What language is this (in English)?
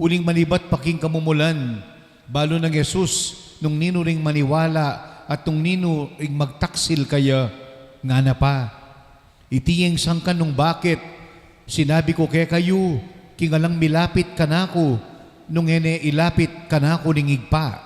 Pampanga